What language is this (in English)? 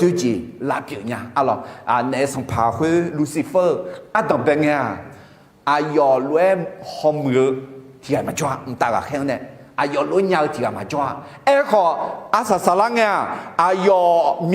Akha